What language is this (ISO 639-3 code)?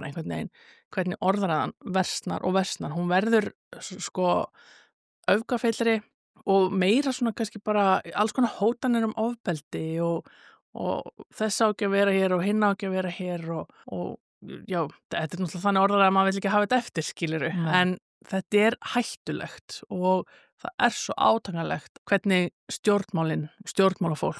isl